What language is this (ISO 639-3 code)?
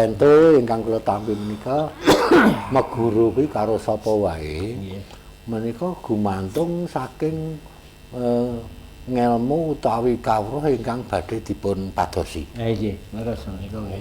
jav